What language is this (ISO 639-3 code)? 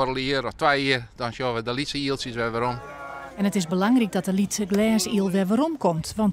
fry